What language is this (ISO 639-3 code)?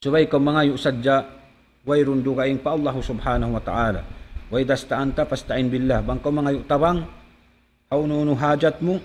tsg